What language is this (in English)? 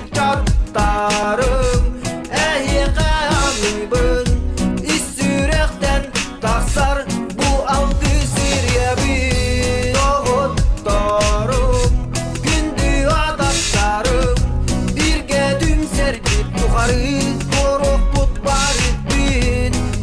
Yakut